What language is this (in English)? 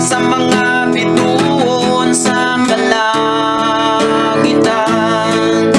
Bantoanon